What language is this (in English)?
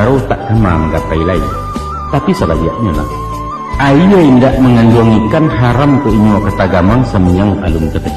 Minangkabau